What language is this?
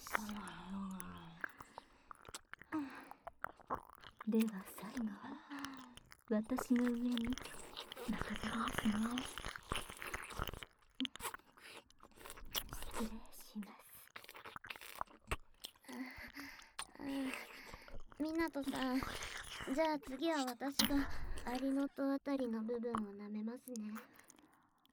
Japanese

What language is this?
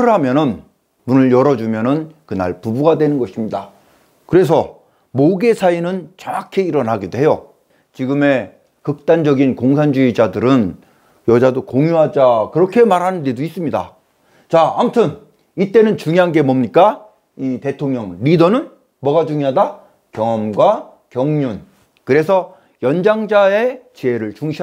Korean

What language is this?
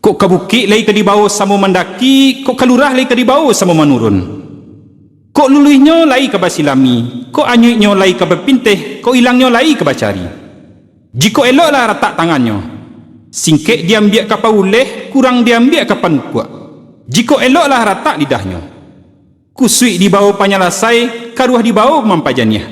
Minangkabau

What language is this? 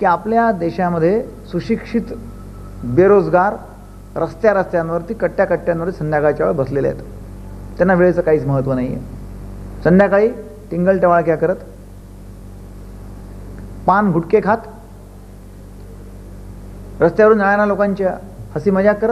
Marathi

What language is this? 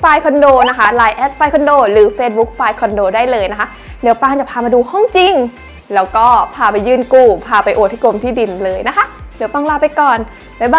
Thai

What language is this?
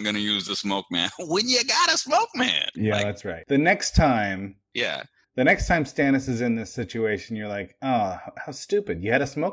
English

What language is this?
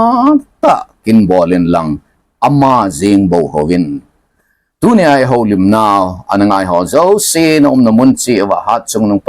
Thado Chin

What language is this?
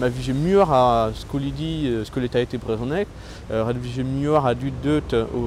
Breton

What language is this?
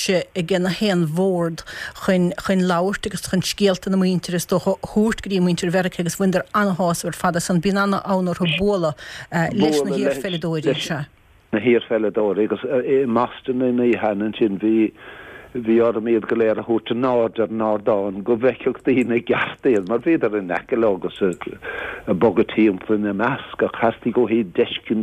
Irish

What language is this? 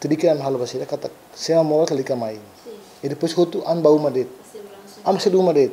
Tetum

